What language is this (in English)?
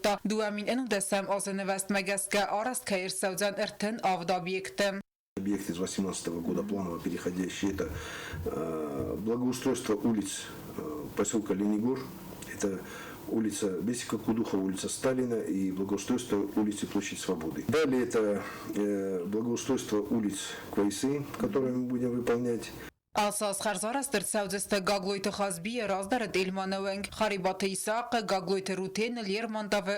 Ossetic